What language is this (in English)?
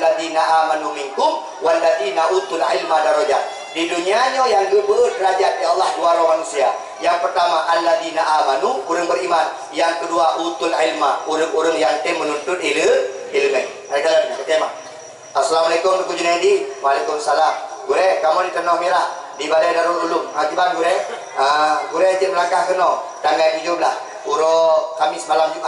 Achinese